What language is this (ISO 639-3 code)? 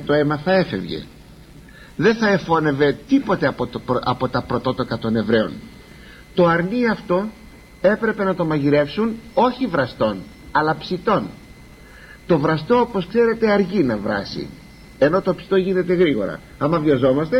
ell